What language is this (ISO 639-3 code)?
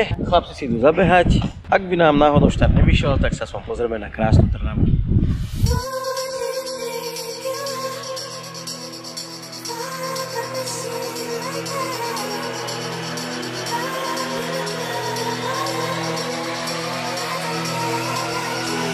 slk